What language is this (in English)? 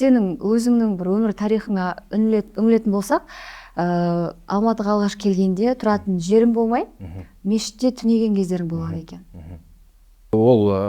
Kazakh